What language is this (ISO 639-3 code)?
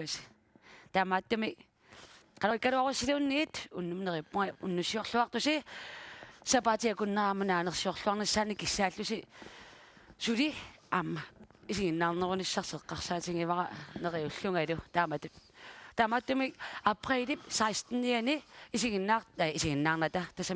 kal